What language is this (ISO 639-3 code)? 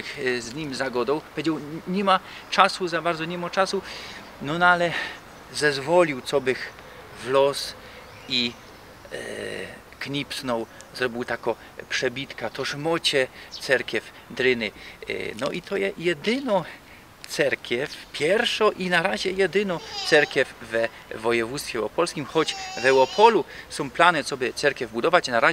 szl